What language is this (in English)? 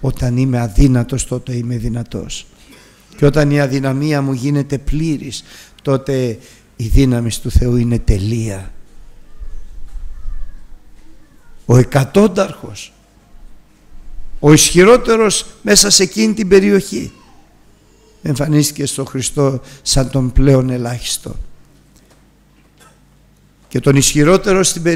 Greek